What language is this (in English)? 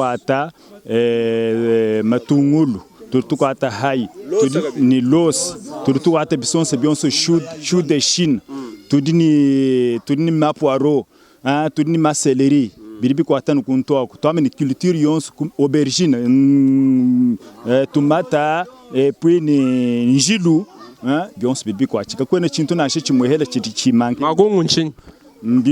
Luba-Lulua